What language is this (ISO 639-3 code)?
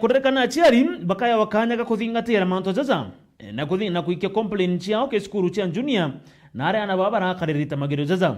mer